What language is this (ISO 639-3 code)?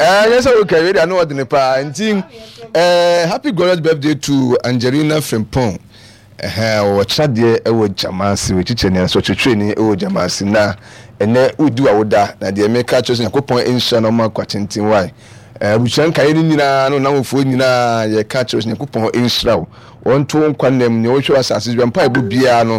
aka